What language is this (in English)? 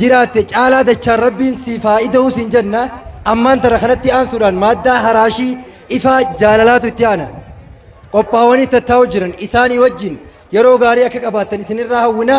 Oromo